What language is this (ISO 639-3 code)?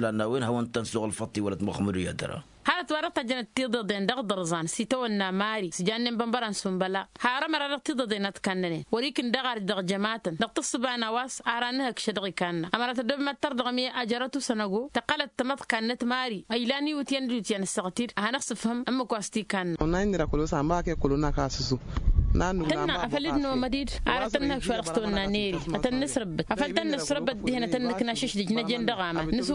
taq